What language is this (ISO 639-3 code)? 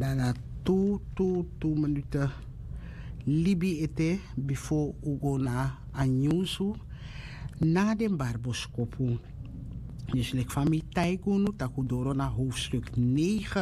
srn